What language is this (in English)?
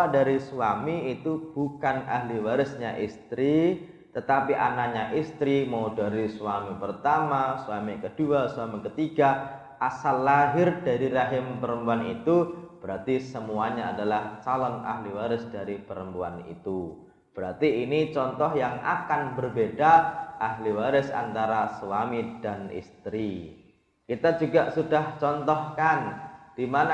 Indonesian